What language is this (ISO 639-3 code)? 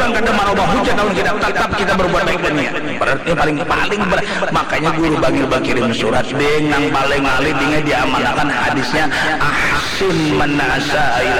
bjn